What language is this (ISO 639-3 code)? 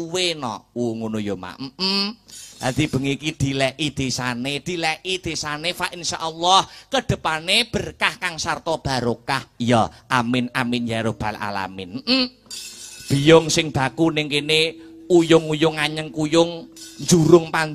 jav